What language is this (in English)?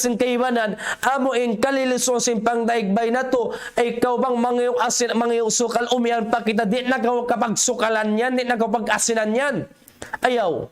Tausug